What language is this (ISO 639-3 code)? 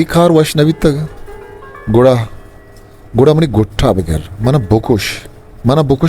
bgp